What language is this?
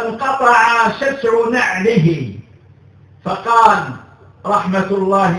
Arabic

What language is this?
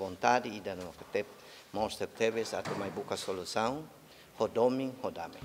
Tetum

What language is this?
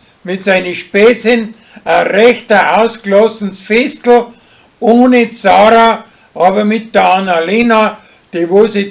Bavarian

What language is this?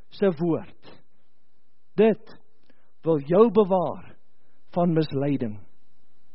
Afrikaans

